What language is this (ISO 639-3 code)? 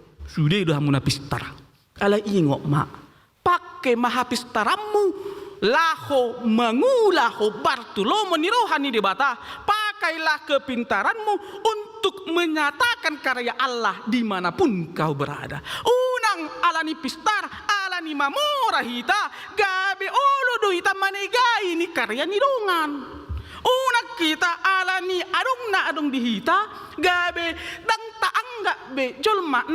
bbc